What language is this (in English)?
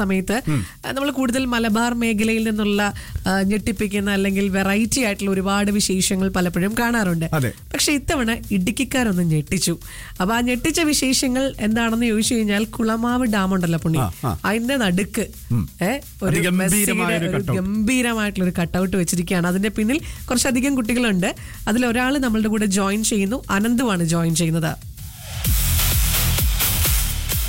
Malayalam